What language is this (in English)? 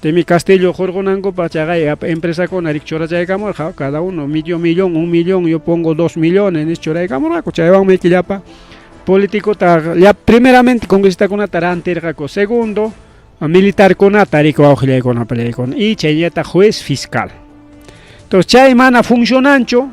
Ayacucho Quechua